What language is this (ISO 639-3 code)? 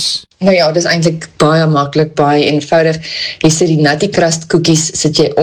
afr